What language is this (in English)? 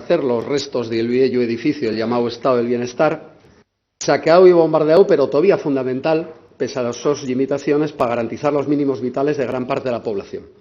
Asturian